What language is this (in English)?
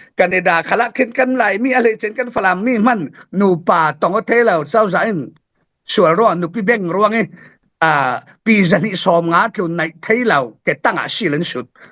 Falam Chin